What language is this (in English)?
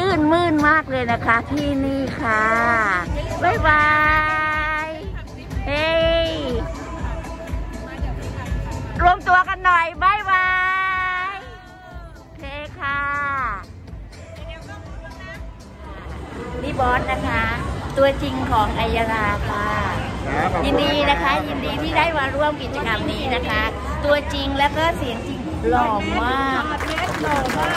Thai